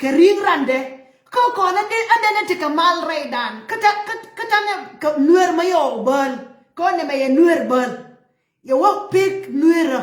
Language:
Nuer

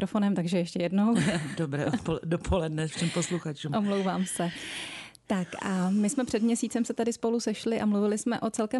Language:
Czech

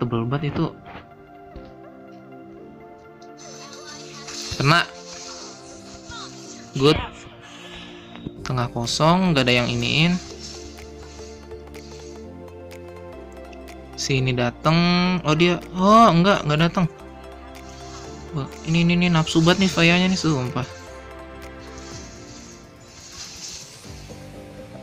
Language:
Indonesian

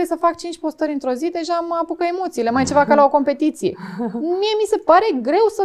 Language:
Romanian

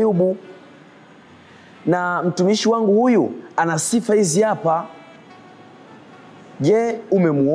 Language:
Swahili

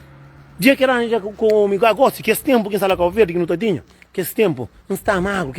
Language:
Kabuverdianu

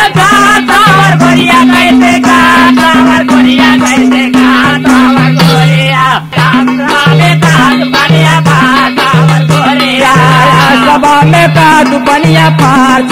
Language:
Bhojpuri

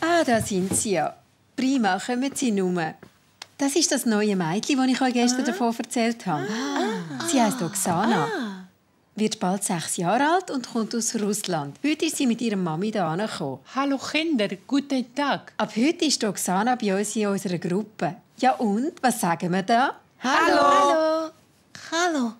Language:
Swiss German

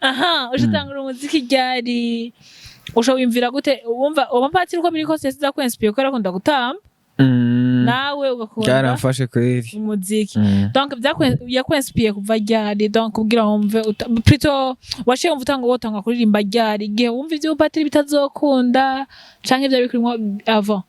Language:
Rundi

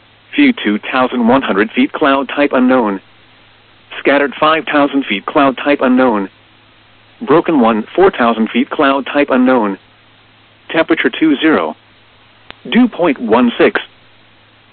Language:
English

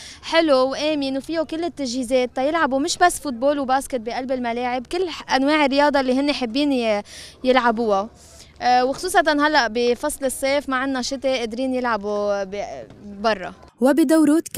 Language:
North Levantine Arabic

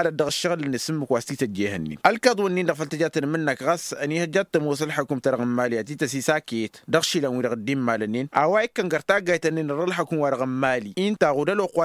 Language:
Tamasheq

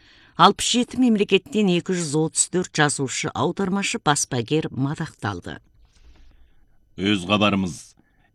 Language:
Kazakh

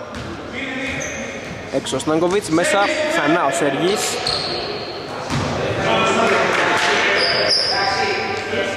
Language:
Greek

